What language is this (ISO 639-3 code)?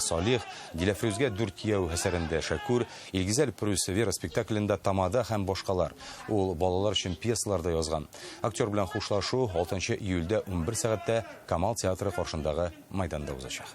tat